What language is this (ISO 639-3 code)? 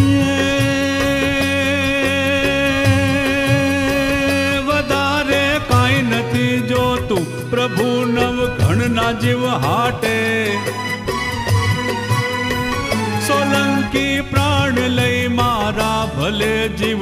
guj